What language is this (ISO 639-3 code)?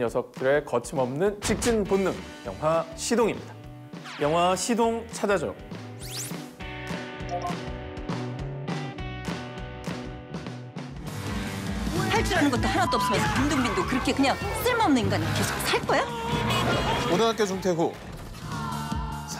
kor